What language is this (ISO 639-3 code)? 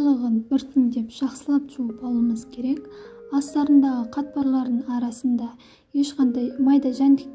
kaz